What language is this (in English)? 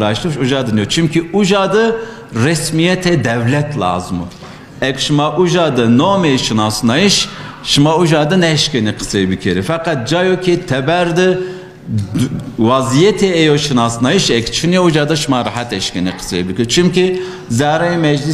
Zaza